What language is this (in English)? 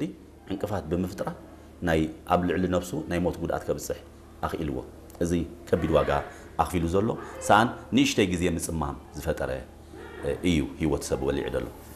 Tigrinya